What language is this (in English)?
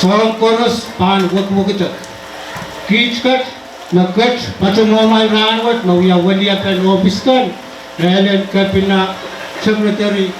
Pohnpeian